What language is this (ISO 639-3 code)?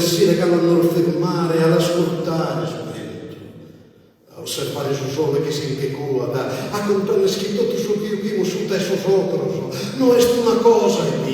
srd